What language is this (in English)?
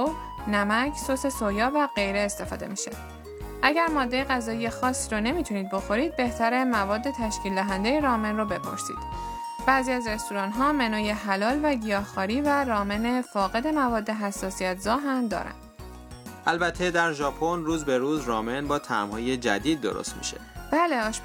Persian